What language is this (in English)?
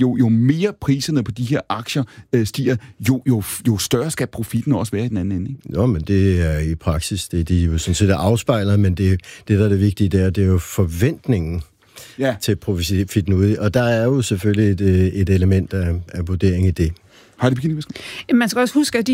Danish